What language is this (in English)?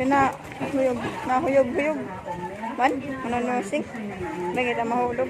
Waray